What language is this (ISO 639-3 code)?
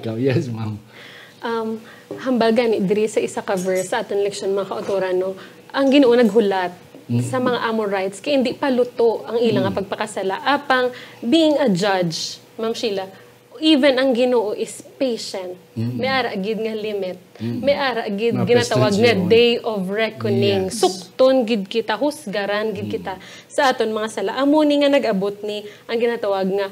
hil